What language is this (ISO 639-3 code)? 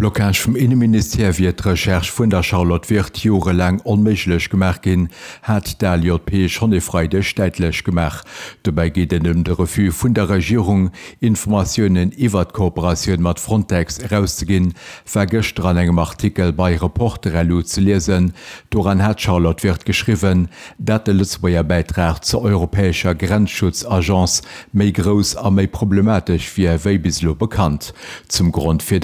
ltz